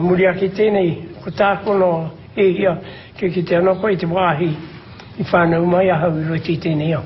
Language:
Māori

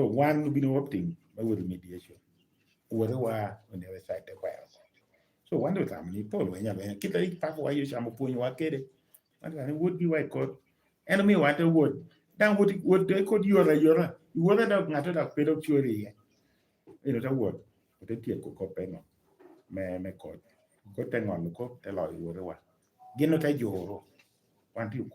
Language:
Lango (Uganda)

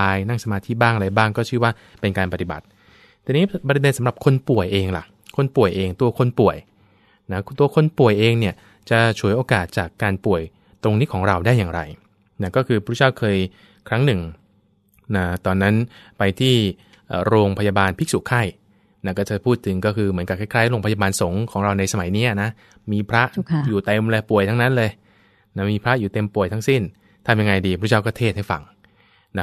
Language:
Thai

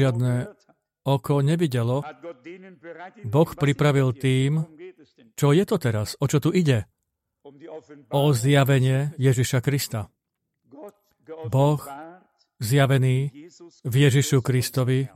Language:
Slovak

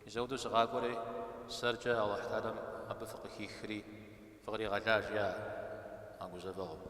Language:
Kabardian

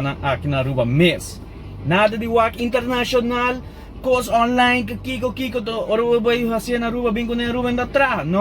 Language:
Papiamento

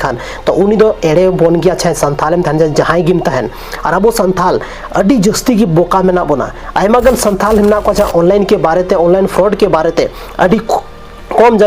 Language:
Santali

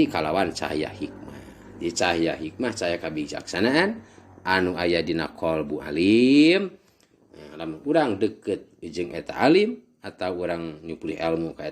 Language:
Sundanese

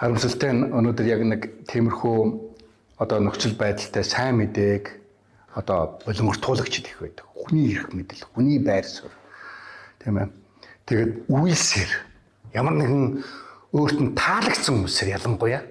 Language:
Mongolian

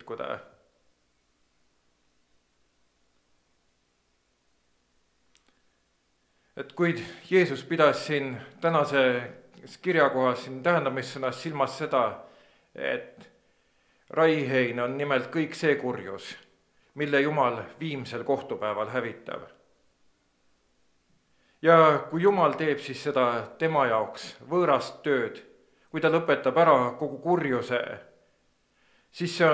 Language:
Estonian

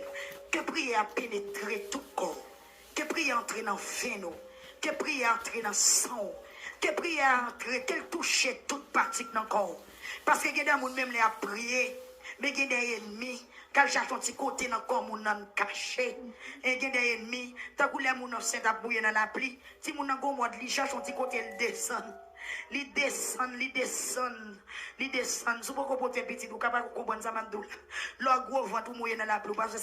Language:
Haitian Creole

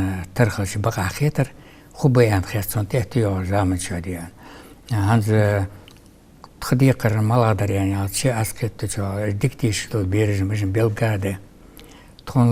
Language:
Ingush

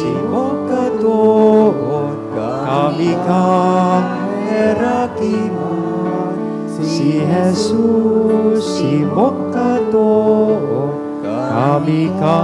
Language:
Bikol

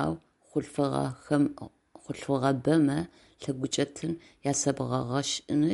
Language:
Adyghe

